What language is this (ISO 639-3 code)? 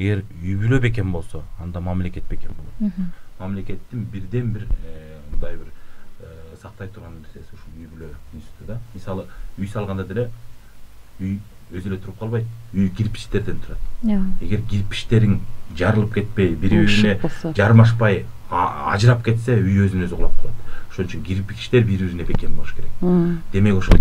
kir